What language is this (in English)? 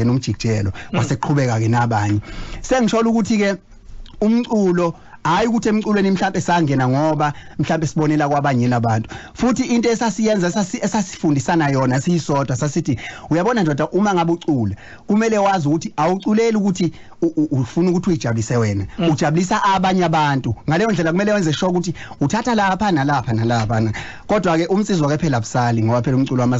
Zulu